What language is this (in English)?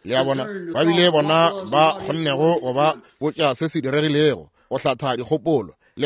Northern Sotho